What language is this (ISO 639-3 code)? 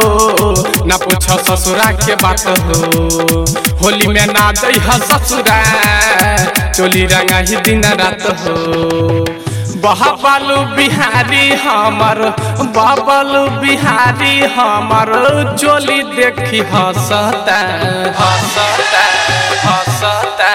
bho